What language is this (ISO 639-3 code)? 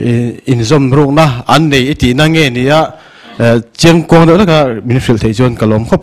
lus